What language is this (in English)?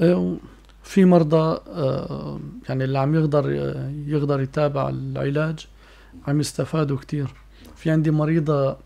North Levantine Arabic